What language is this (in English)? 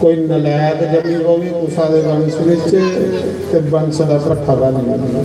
Dogri